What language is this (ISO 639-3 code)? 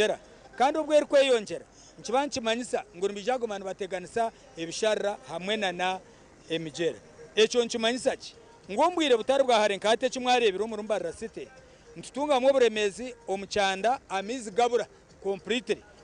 nyn